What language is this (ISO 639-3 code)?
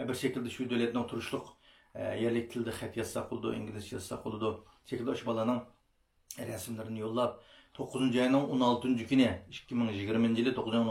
uig